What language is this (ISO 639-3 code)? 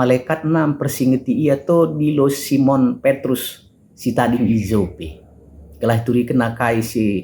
btx